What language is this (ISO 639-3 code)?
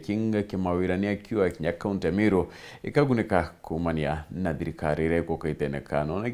mer